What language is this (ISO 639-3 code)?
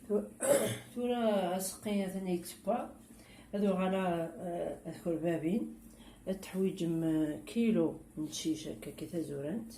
kab